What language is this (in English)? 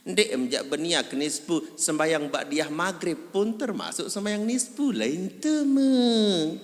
Sasak